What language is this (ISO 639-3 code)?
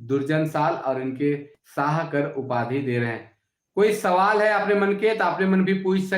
sck